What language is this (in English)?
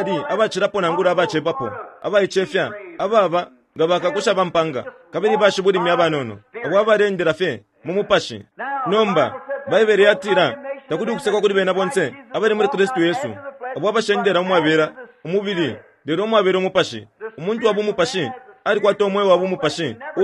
Bemba